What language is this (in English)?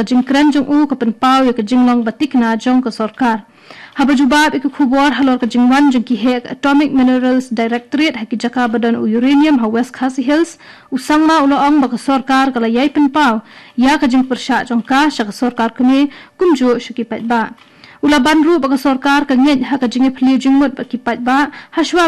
Khasi